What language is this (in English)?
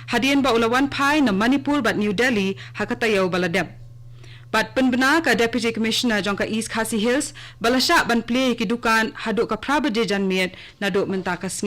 Khasi